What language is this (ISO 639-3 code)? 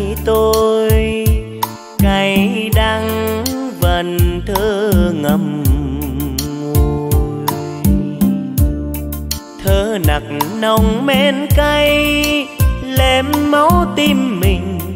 vie